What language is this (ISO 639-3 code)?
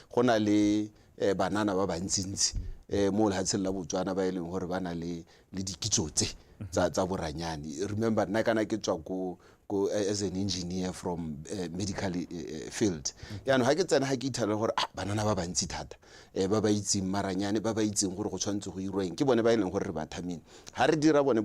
tsn